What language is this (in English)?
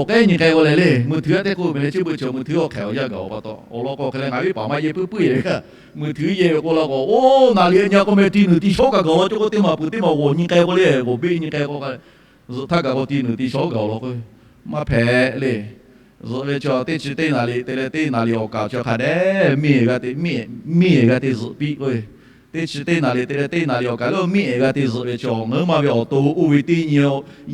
Lahu